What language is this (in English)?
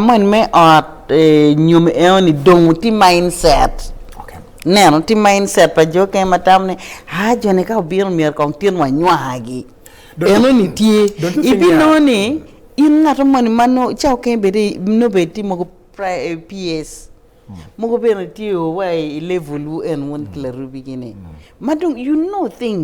Acoli